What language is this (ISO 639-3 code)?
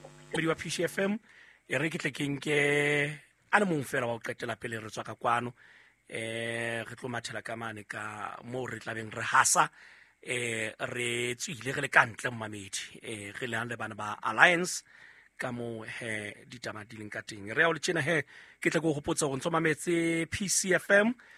sot